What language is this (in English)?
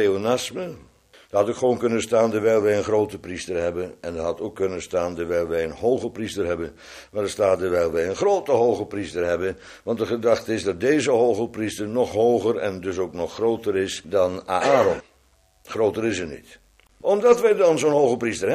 Dutch